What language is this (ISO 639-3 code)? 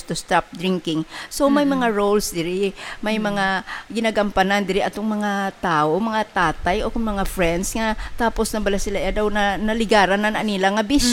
hil